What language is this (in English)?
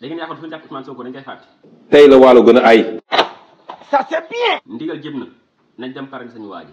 Wolof